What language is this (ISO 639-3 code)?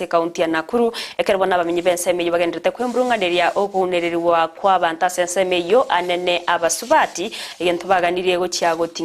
guz